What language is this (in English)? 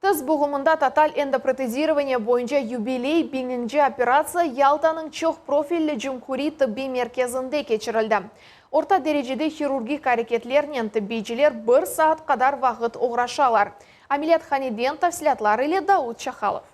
Crimean Tatar